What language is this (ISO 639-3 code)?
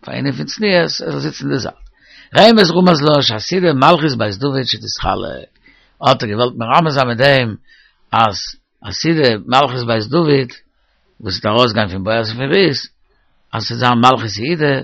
yid